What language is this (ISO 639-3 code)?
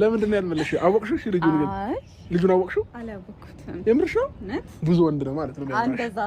amh